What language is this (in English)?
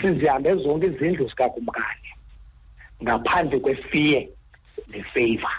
Xhosa